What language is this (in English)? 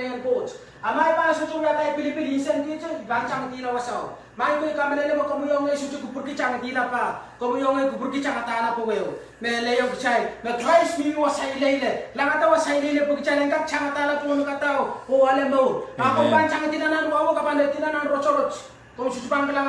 Pohnpeian